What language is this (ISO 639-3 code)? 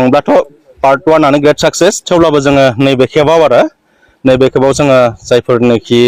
brx